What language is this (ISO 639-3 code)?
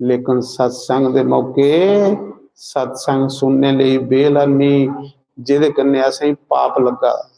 doi